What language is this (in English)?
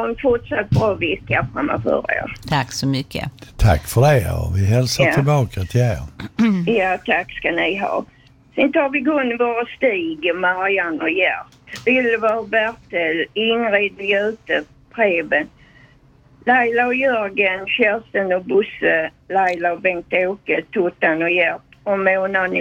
Swedish